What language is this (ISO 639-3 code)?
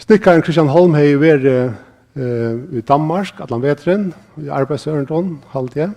fao